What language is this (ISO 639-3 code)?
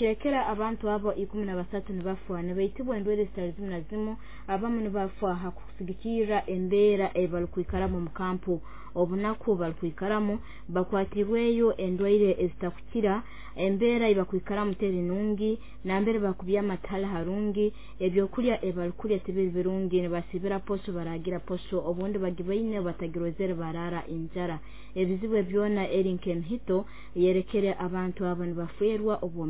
nyo